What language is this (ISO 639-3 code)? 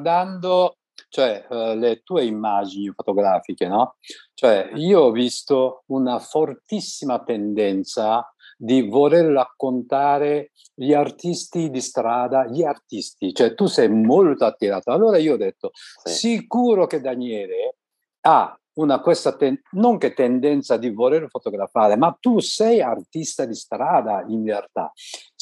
ita